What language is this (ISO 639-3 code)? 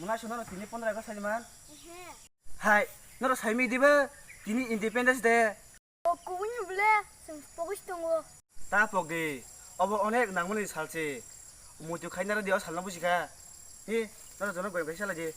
trp